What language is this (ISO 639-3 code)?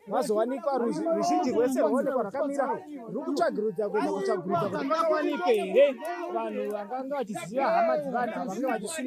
sna